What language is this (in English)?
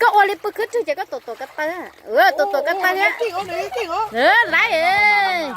Hmong